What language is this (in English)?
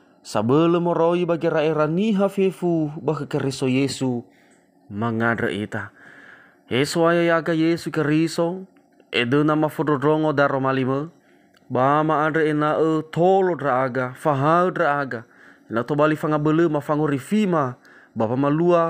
Nias